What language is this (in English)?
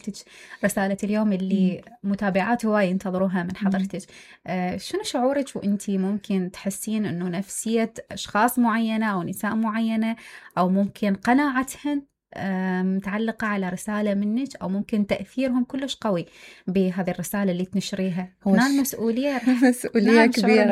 Mesopotamian Arabic